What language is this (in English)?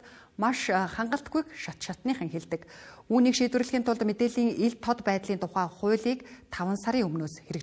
Mongolian